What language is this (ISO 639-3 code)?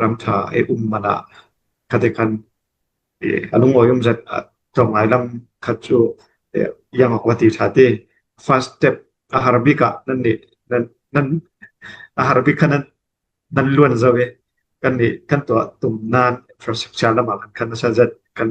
cfm